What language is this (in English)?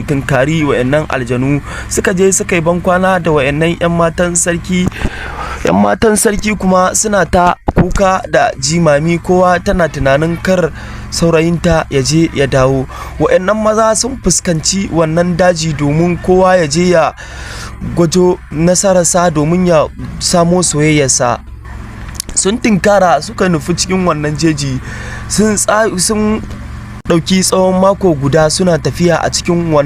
Hausa